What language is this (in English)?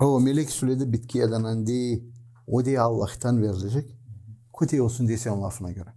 Gagauz